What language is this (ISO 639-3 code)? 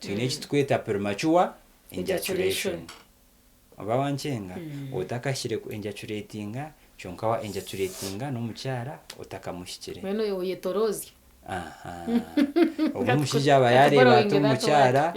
nyn